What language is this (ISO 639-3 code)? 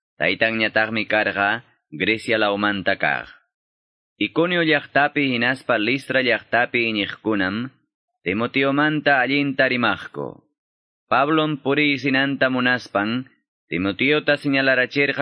que